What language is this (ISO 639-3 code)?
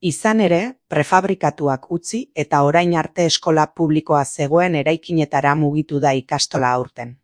eus